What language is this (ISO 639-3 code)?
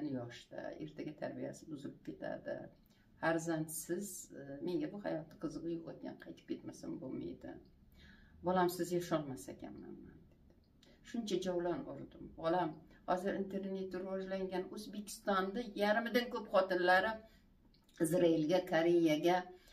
uzb